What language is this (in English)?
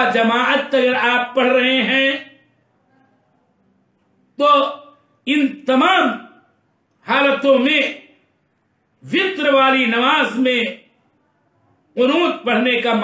Urdu